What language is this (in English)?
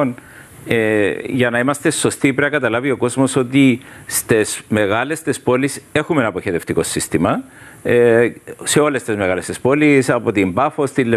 Greek